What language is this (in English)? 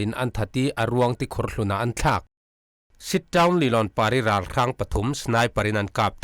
Falam Chin